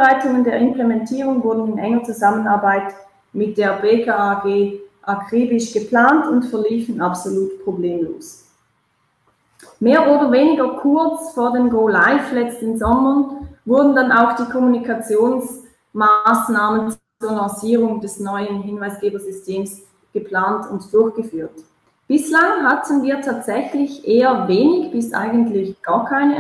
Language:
German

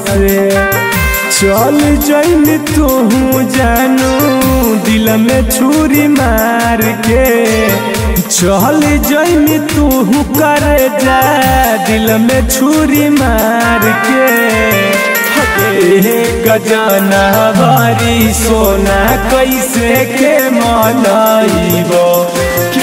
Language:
Bhojpuri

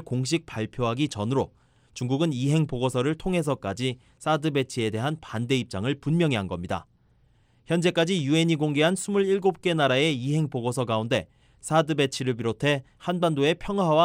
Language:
Korean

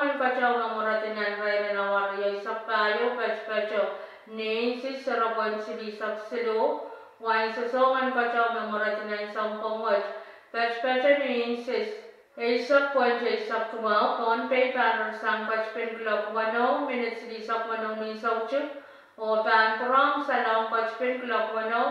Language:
Pohnpeian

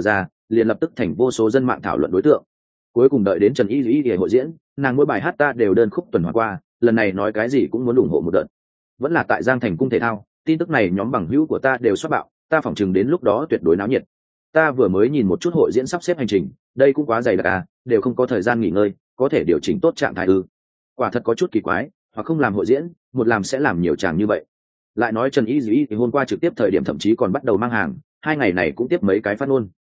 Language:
Vietnamese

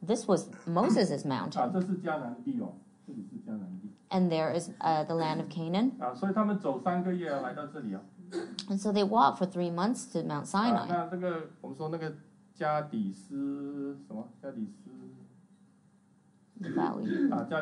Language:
Chinese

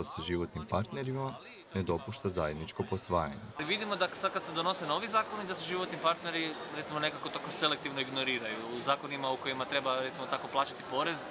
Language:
Croatian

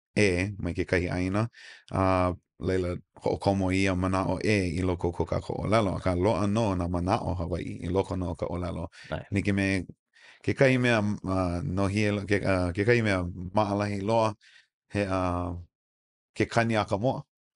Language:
Hawaiian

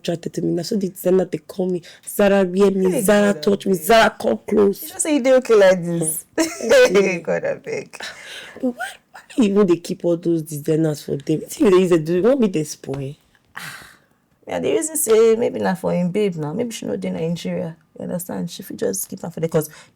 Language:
Nigerian Pidgin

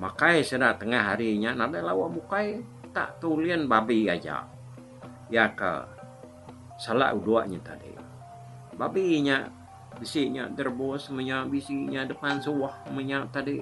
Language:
Iban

